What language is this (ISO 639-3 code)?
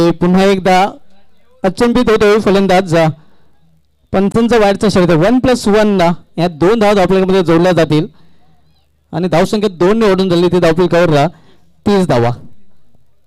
mar